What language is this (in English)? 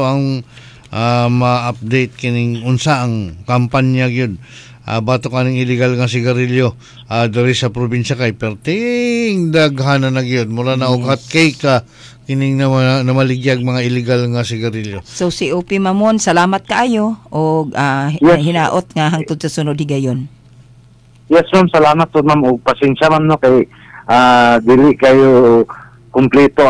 Cebuano